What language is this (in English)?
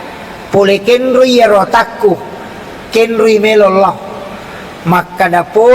Buginese